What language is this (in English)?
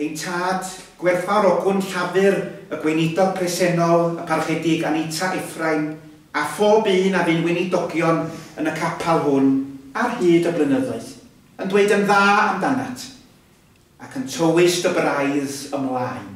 Welsh